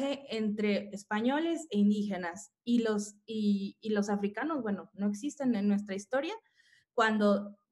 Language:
Spanish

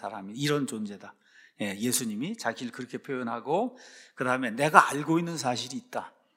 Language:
Korean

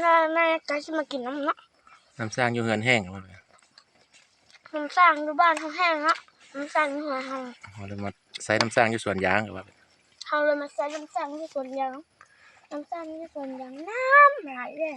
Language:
Lao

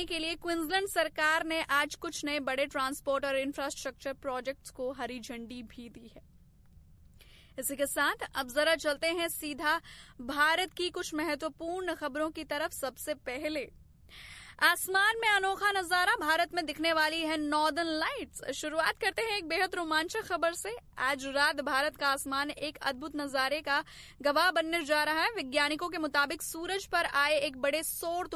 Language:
Hindi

